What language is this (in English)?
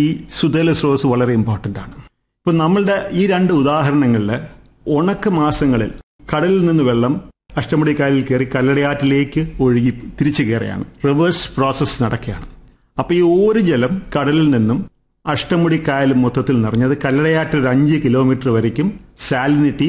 Malayalam